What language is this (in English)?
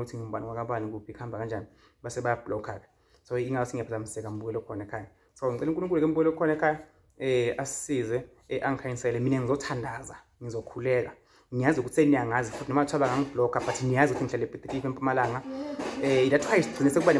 Zulu